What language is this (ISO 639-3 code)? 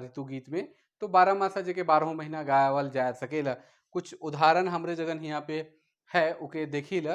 sck